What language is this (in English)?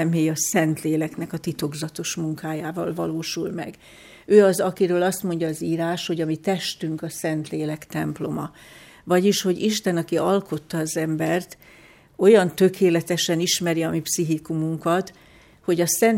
Hungarian